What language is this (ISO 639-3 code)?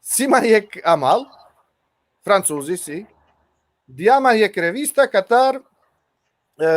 rmn